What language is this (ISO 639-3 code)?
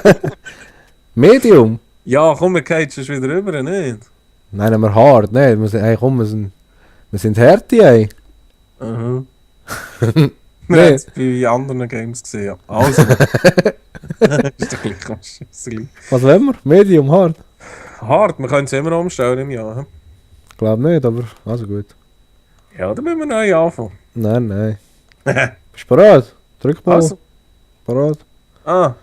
gsw